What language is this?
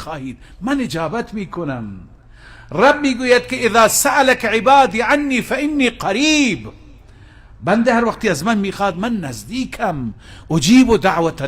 Persian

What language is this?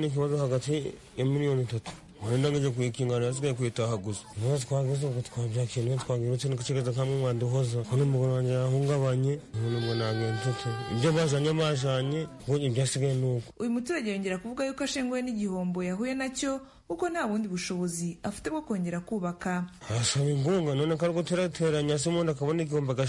Kinyarwanda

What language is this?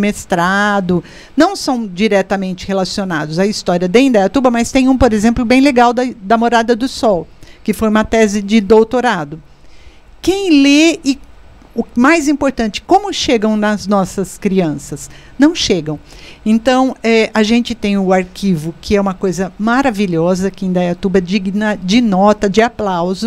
Portuguese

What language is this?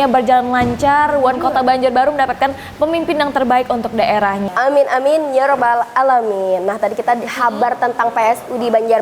Banjar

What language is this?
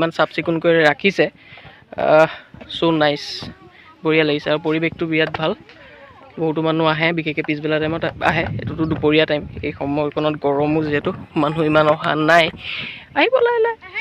Assamese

